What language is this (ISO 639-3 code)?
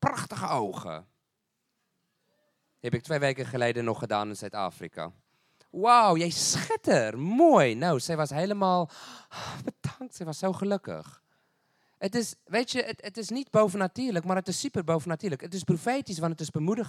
nld